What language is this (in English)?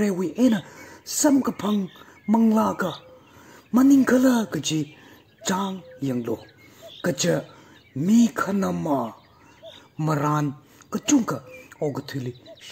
Tangkhul Naga (India)